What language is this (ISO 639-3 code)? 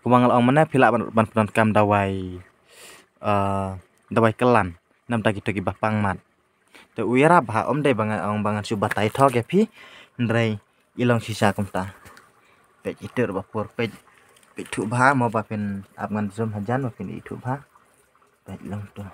kha